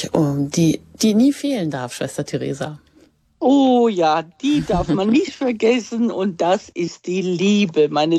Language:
German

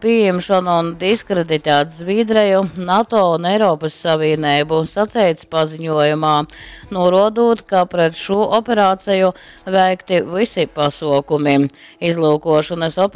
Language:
Latgalian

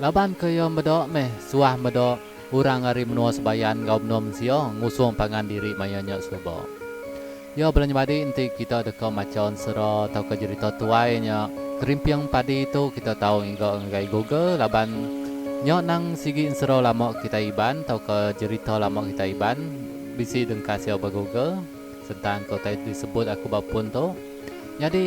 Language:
Iban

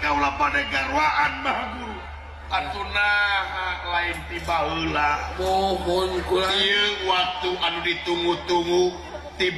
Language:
Sundanese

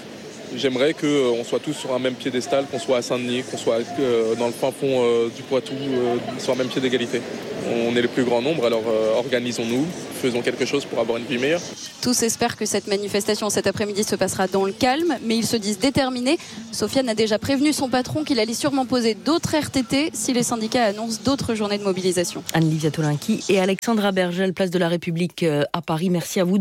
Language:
French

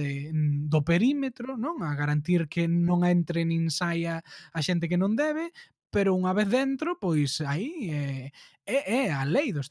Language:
Galician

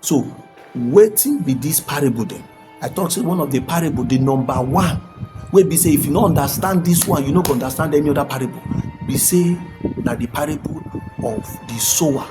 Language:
Nigerian Pidgin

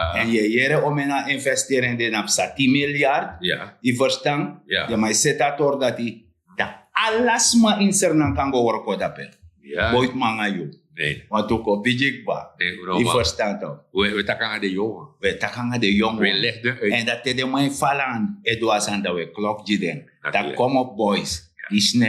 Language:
Sranan Tongo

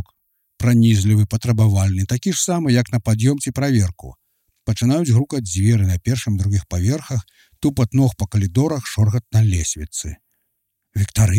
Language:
Belarusian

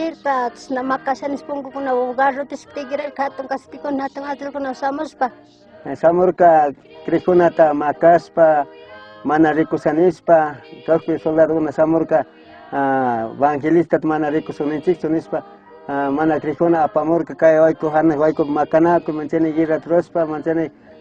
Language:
Chimborazo Highland Quichua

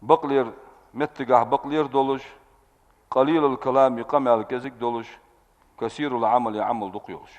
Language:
Ingush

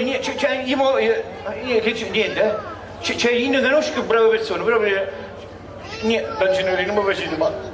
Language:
Neapolitan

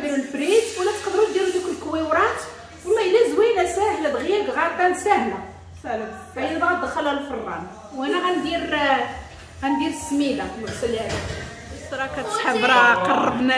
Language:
Moroccan Arabic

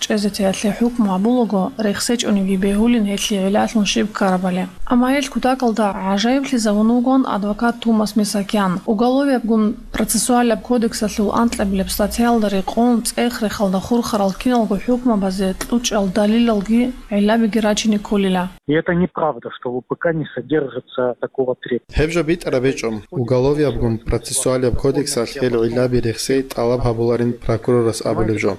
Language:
Avaric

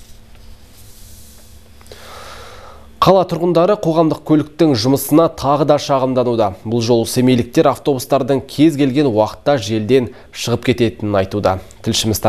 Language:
Kazakh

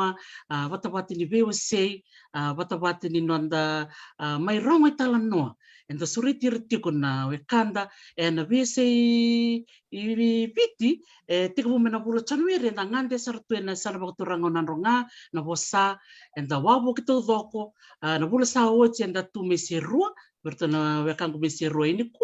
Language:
Fijian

